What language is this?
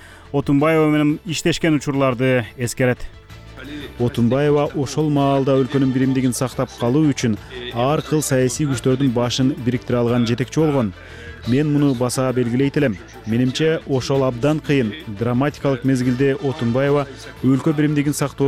Kyrgyz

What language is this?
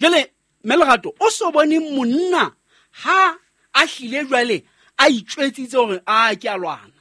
Southern Sotho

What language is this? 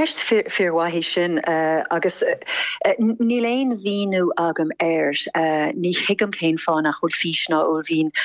Irish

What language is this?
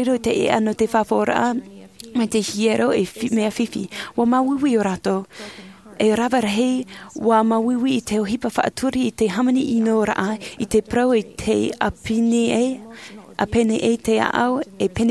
Tahitian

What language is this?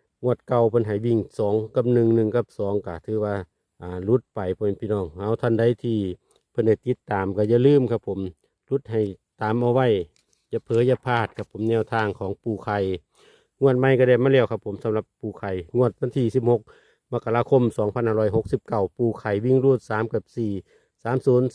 Northeastern Thai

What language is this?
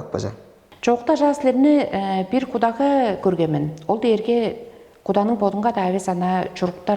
Tuvinian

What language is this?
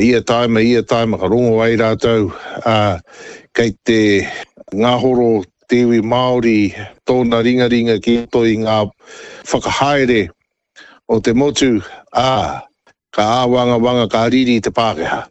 Māori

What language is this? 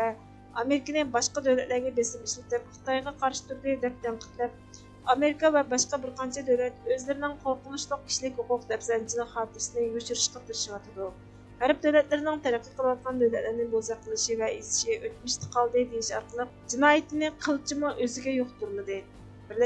Uyghur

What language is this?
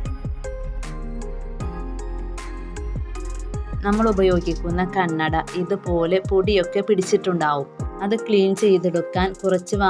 Malayalam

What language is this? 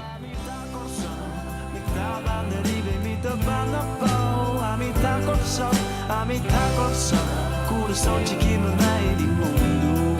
Papiamento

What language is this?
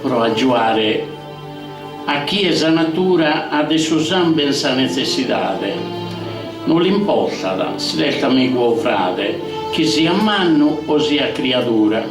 Sardinian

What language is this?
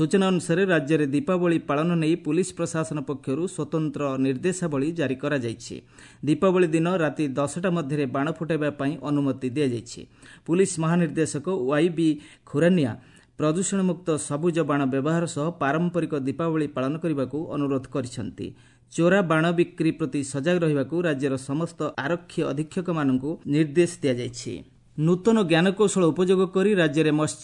Odia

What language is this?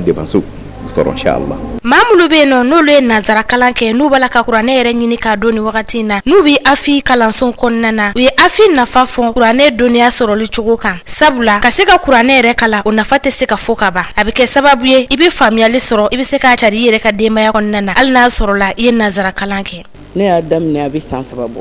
Bambara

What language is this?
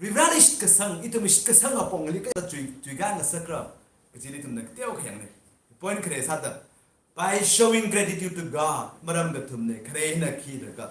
Tangkhul Naga (India)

